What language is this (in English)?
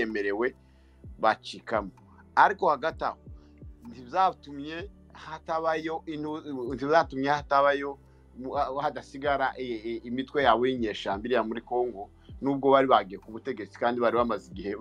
Kinyarwanda